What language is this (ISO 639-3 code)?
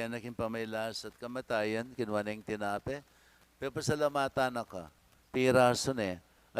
pam